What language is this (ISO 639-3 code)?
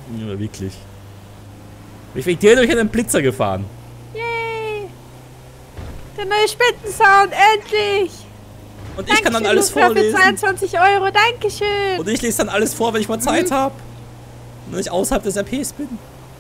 deu